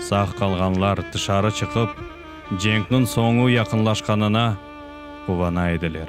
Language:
Crimean Tatar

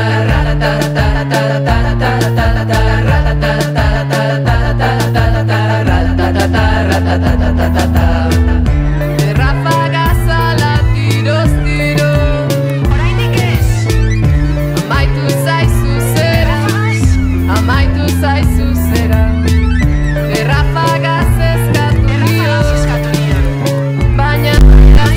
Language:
Basque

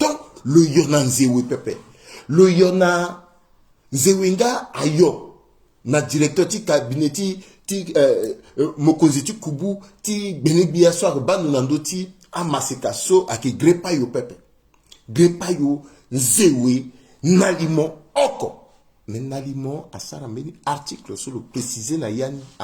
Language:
Sango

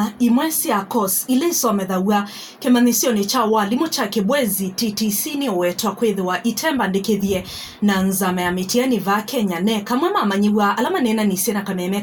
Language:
Kamba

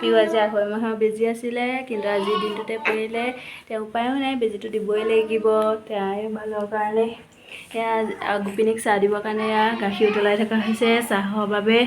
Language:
Assamese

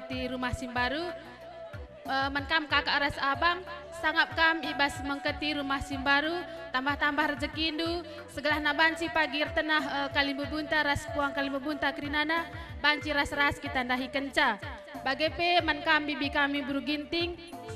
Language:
Batak Karo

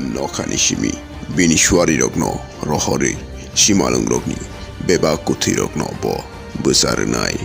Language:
Kok Borok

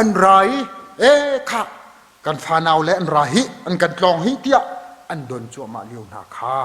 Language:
Hakha Chin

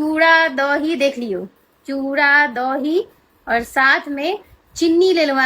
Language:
Maithili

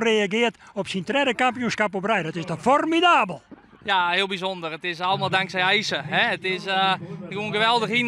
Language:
Western Frisian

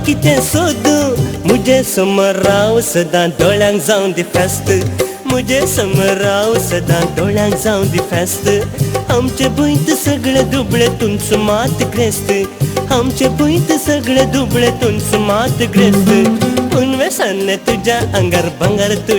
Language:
Konkani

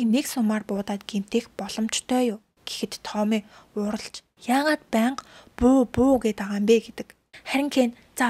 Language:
Mongolian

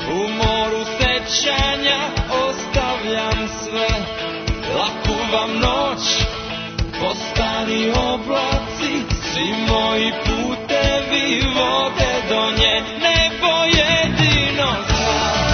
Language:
Serbian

